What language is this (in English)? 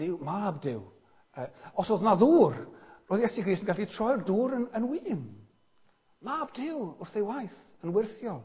Welsh